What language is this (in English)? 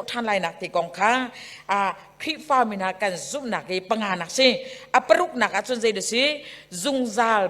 Hakha Chin